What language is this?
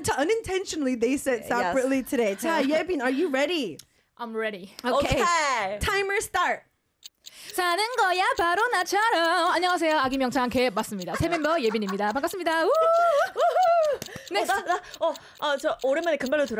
Korean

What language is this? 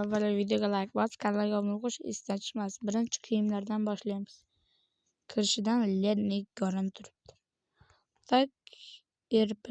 Uzbek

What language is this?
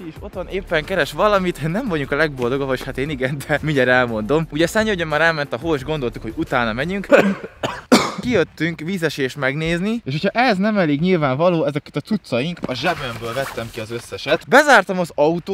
Hungarian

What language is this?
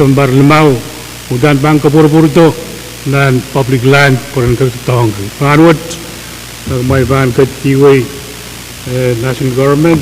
Pohnpeian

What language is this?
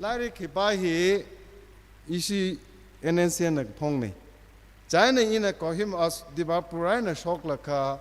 Tangkhul Naga (India)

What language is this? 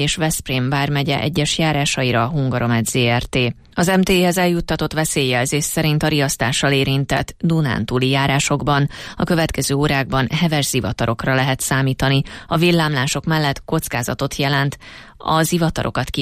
Hungarian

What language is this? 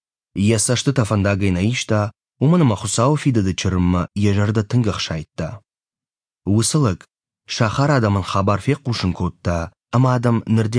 Ossetic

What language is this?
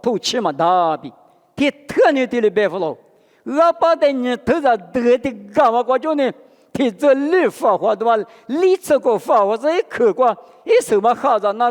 Lisu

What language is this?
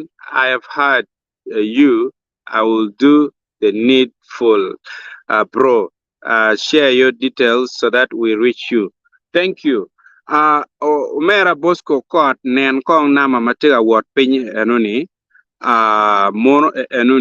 Acoli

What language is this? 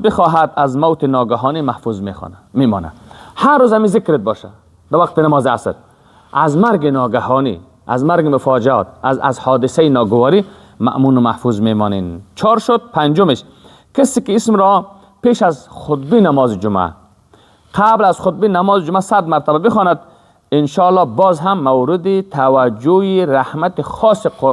Persian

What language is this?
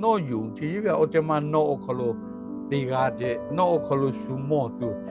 Lahu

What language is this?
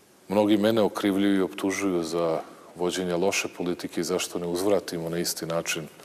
Serbian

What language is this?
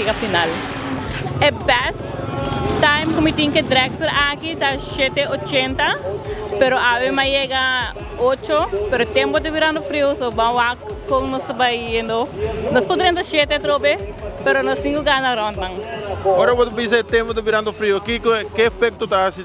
Papiamento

